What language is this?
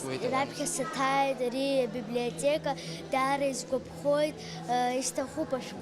Abkhazian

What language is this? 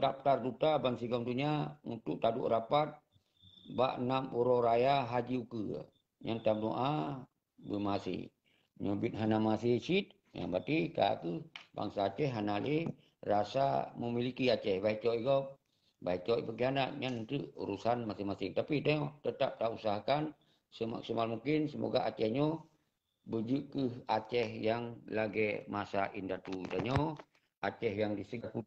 Achinese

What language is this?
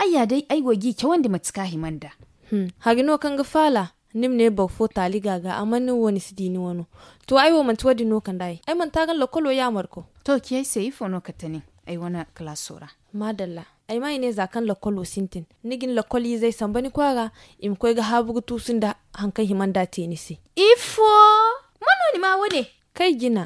Zarma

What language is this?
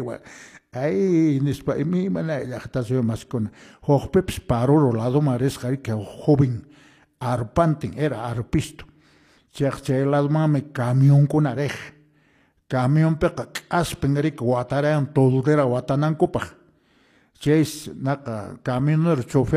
Quechua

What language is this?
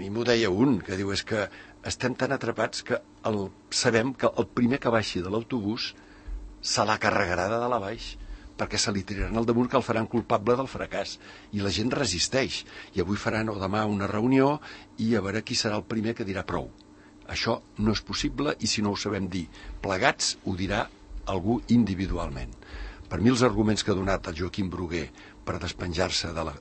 Catalan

